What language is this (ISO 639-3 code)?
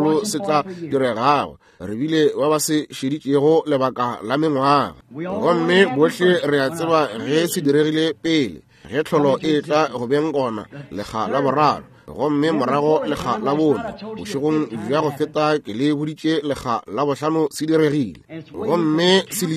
nso